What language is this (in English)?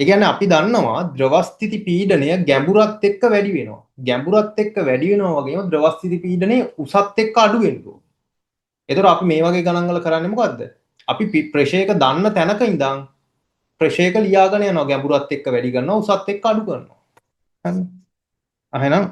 Sinhala